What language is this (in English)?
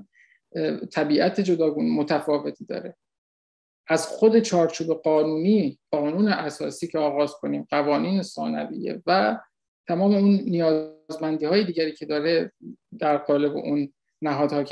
Persian